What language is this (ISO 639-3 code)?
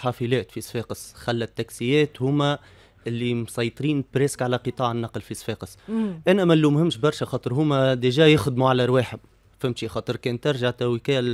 aeb